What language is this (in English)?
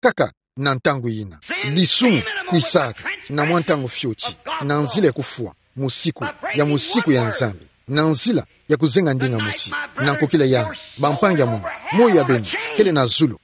Kituba (Democratic Republic of Congo)